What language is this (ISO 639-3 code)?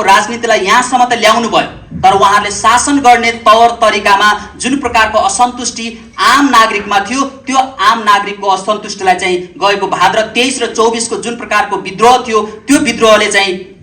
nep